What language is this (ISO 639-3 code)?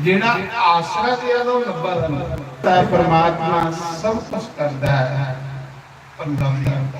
doi